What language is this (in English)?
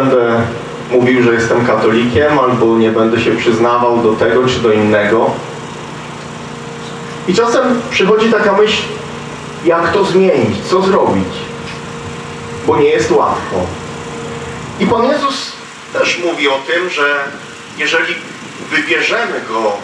Polish